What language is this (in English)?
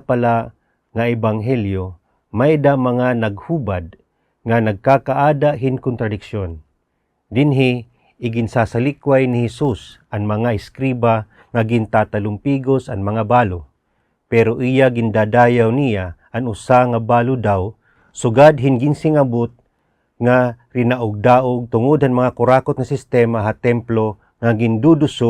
Waray